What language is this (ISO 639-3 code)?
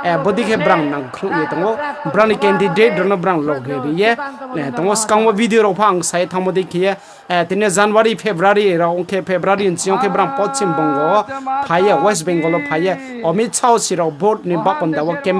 ria